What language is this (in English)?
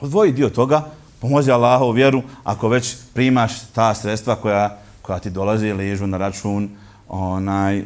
Bosnian